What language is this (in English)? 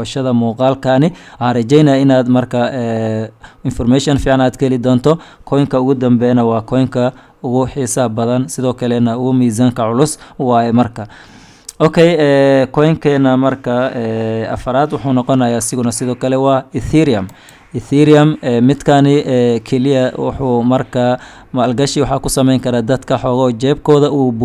Somali